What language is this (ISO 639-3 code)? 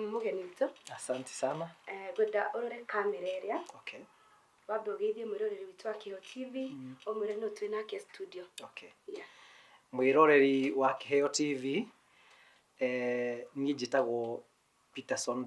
kik